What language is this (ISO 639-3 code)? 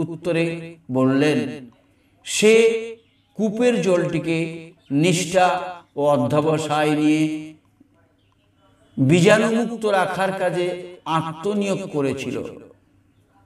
ben